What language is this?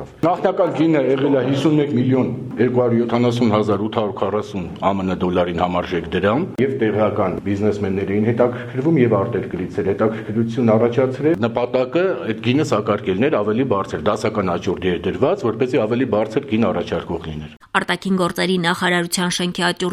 Armenian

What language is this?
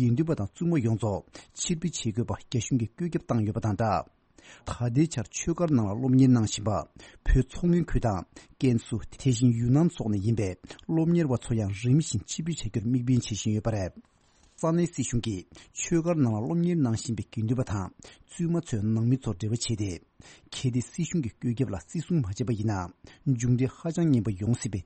Tibetan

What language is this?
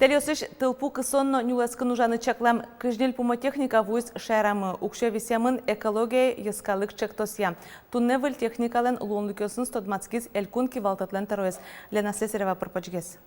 Udmurt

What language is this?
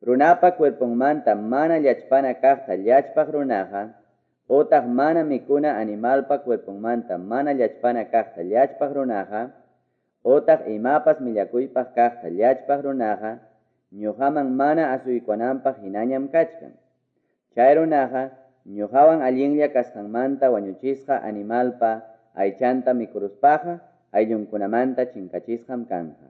Quechua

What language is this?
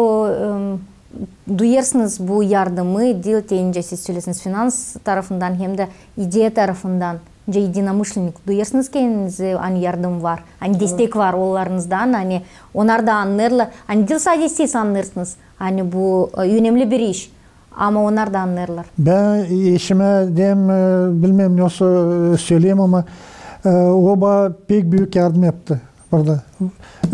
Gagauz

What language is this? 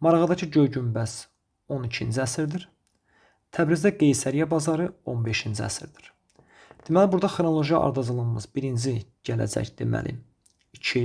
Azerbaijani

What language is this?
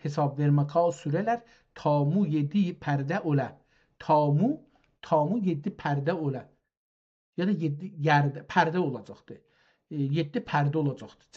South Azerbaijani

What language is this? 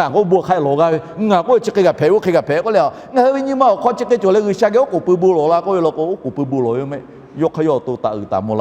Lahu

